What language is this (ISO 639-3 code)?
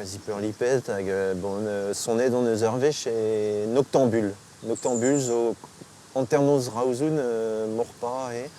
bre